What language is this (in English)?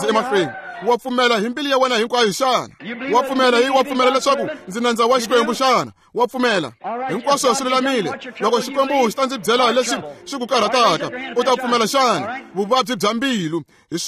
Tsonga